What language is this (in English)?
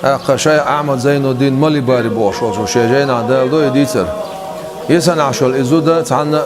Chechen